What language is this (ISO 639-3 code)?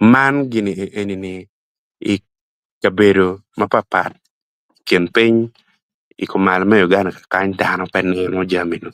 ach